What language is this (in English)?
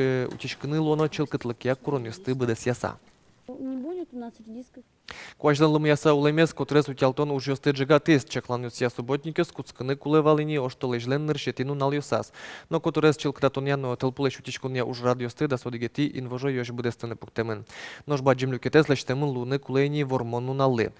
Udmurt